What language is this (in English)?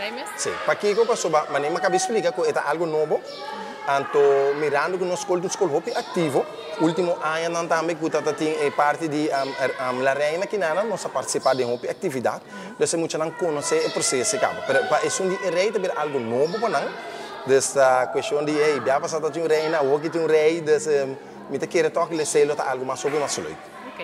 Papiamento